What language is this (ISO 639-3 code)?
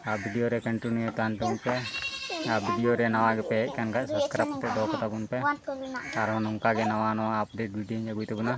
sat